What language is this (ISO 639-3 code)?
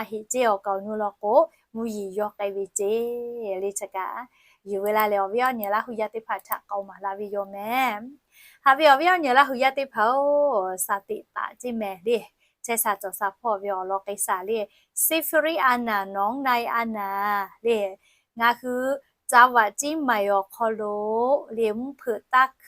lhu